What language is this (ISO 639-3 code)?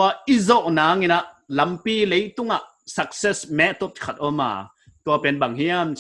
pck